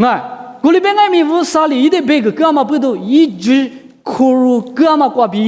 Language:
Lisu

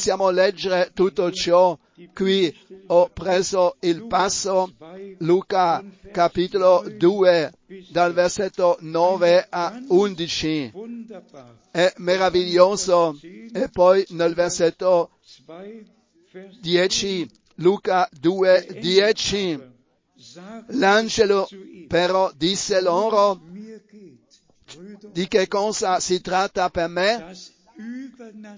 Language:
Italian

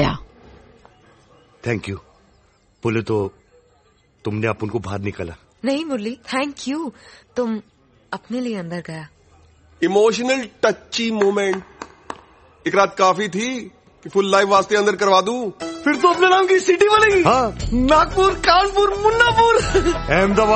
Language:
Hindi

